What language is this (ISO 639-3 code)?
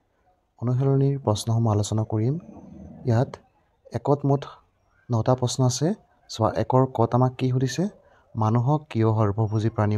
asm